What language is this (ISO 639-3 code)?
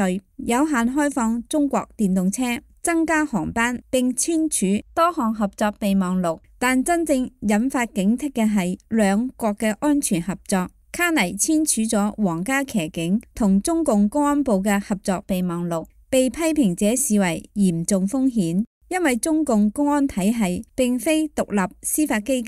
yue